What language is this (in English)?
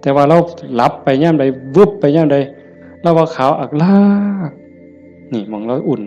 Northeastern Thai